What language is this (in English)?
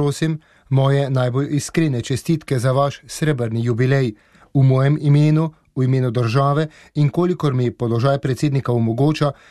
Slovenian